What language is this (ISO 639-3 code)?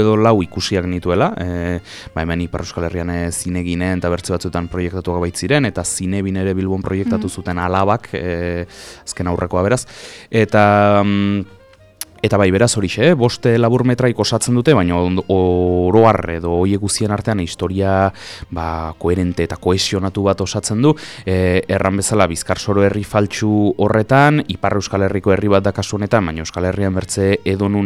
eus